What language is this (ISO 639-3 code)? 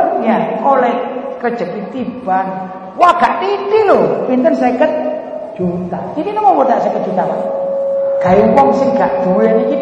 jav